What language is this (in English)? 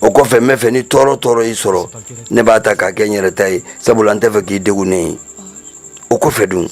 Bambara